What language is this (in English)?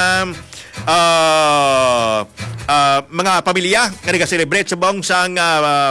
Hiligaynon